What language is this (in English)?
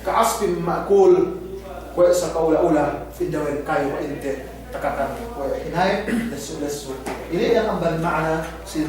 Yakan